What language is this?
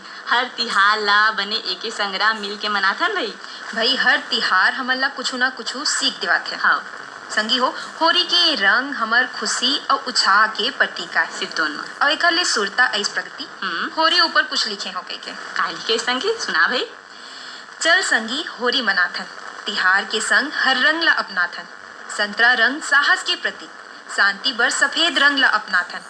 Chhattisgarhi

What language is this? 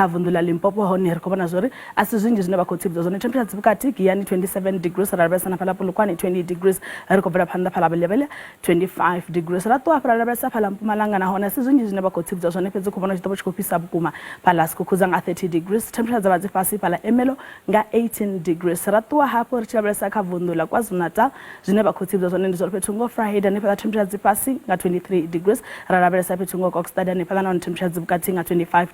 Venda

